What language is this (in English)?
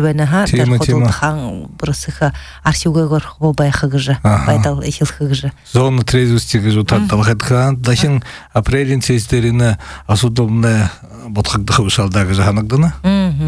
Buriat